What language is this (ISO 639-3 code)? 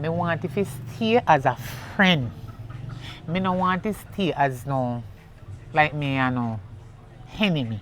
jam